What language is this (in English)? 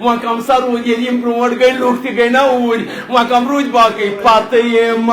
Kashmiri